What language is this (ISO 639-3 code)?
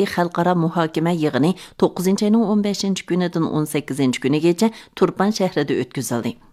uig